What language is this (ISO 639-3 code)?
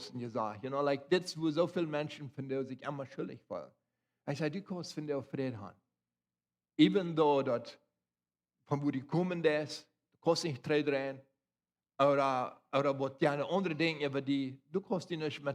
pdt